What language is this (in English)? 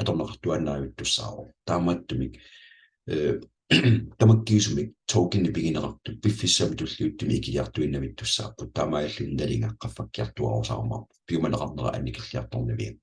Kalaallisut